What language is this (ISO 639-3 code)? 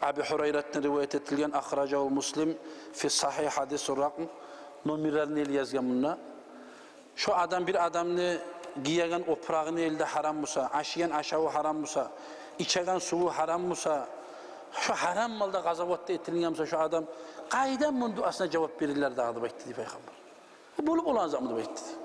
kum